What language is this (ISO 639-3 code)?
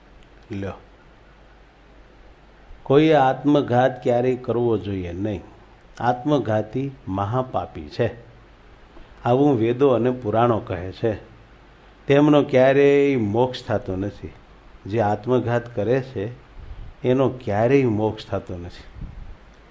guj